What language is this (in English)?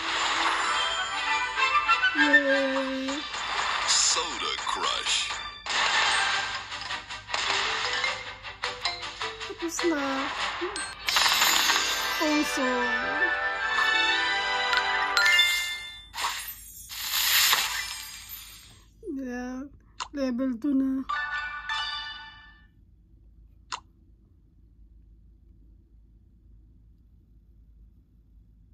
Filipino